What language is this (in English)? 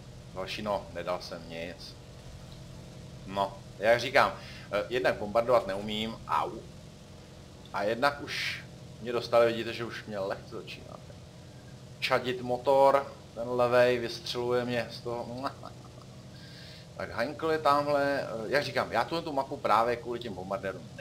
Czech